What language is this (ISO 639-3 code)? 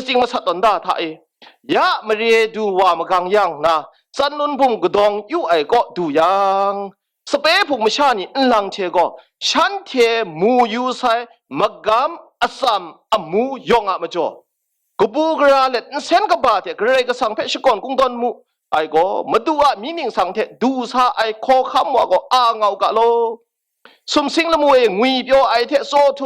kac